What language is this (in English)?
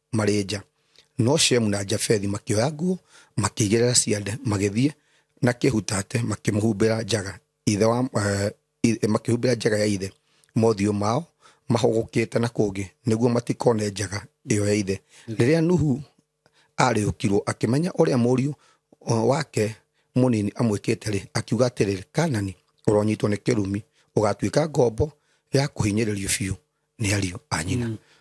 Kikuyu